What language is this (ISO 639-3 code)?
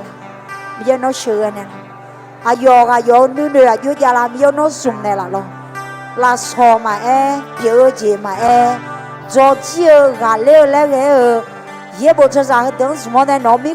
ahk